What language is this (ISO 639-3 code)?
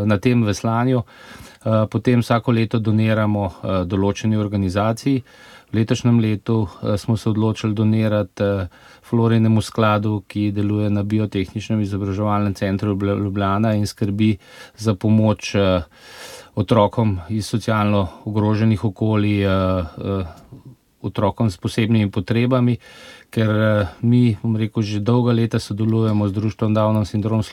slv